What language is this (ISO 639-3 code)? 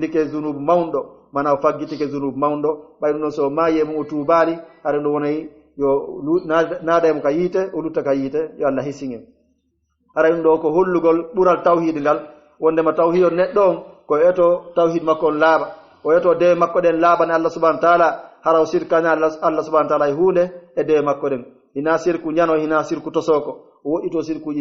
fuf